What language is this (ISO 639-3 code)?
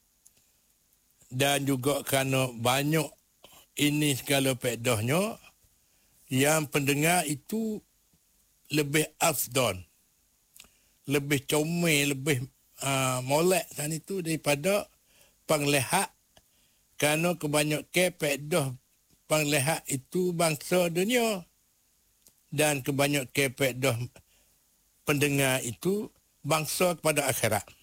msa